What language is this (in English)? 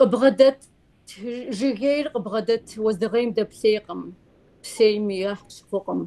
Kabardian